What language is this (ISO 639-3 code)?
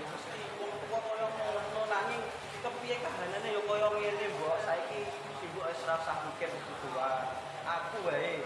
jav